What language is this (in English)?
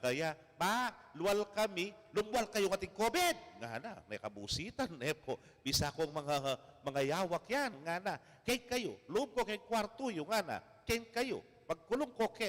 Pampanga